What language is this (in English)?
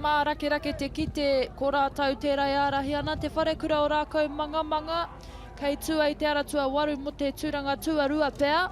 Māori